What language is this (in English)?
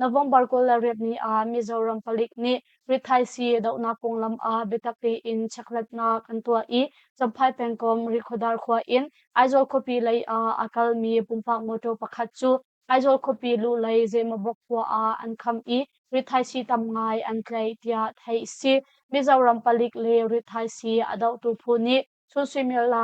Hakha Chin